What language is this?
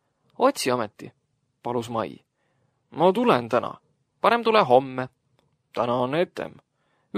Estonian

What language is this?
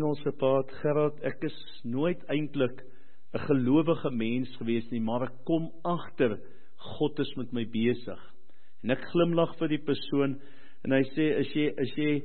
Afrikaans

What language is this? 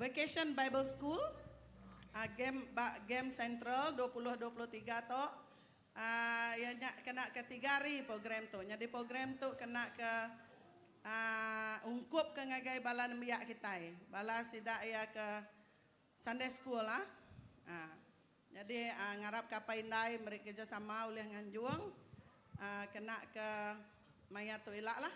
Iban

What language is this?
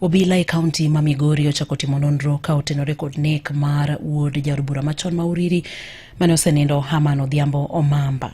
Luo (Kenya and Tanzania)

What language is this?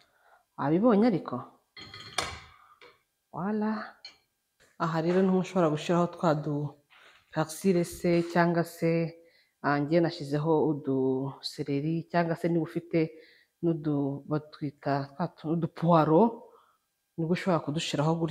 Kinyarwanda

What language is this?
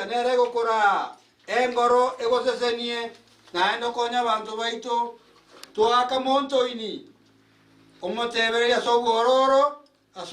Gusii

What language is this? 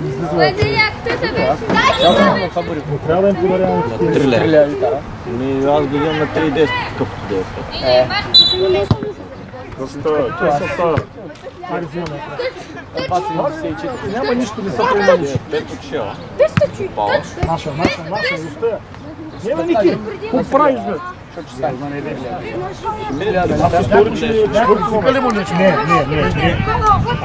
Bulgarian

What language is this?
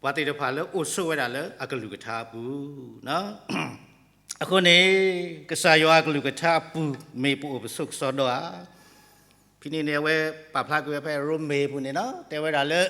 S'gaw Karen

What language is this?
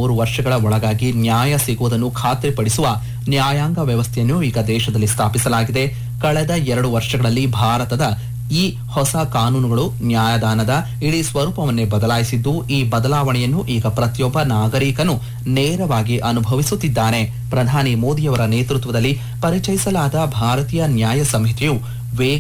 Kannada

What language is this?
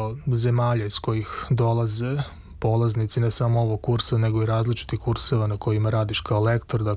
Serbian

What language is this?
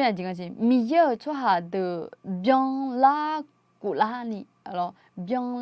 Akha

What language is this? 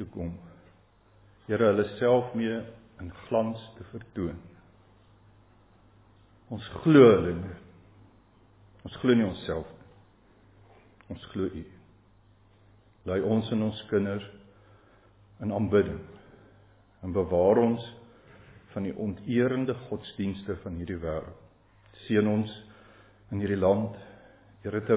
Afrikaans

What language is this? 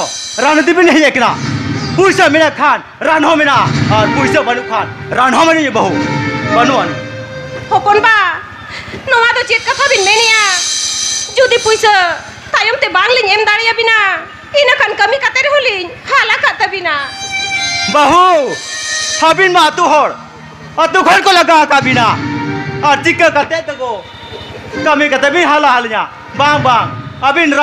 Santali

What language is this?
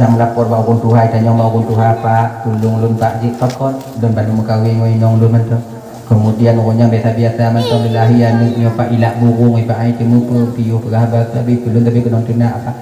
Achinese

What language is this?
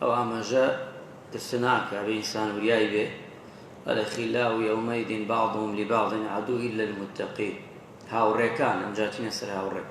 Central Kurdish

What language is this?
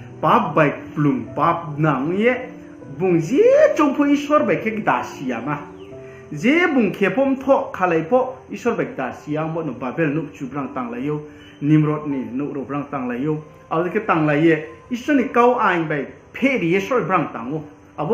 Riang (India)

